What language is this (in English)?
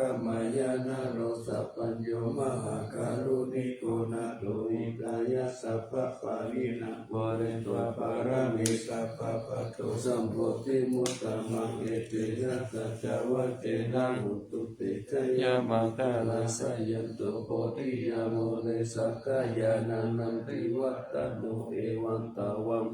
Pali